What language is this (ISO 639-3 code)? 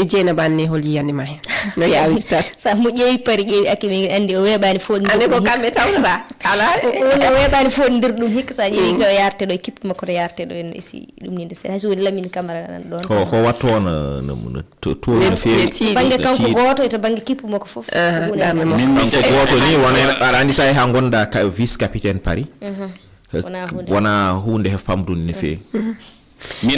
ful